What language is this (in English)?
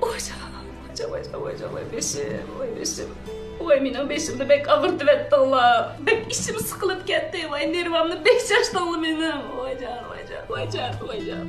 Uyghur